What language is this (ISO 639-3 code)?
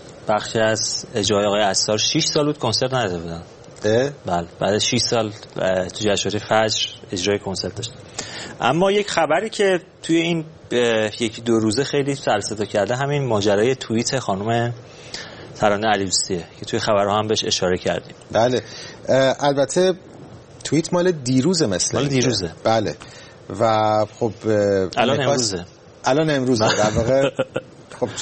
fas